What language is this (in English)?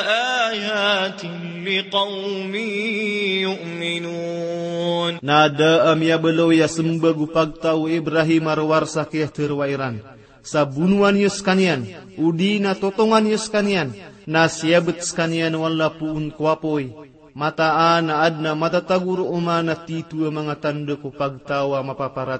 Maranao